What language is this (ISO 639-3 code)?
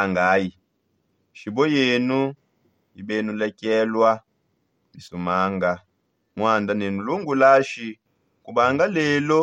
sop